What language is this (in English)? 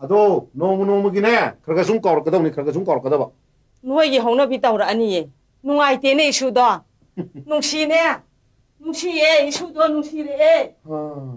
Manipuri